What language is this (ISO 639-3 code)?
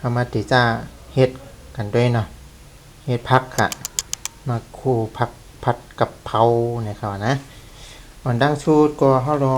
shn